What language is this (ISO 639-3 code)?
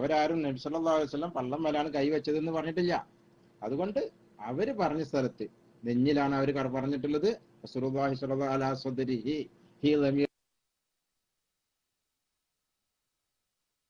mal